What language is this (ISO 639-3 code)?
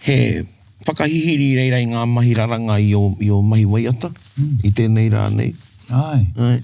mri